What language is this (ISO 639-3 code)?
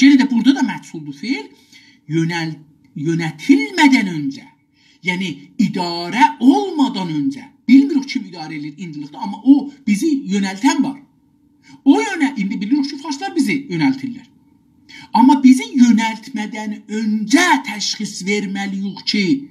azb